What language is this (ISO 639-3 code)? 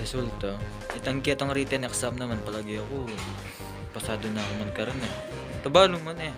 pam